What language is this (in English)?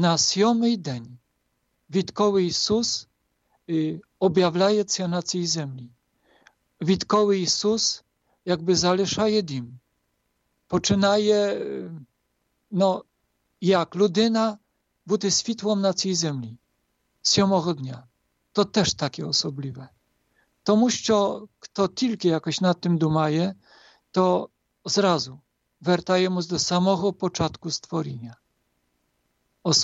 Ukrainian